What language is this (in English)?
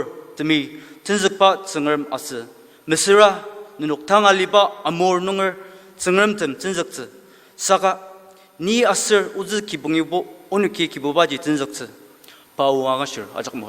Ao Naga